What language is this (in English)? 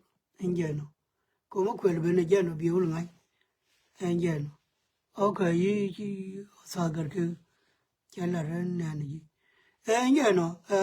Nuer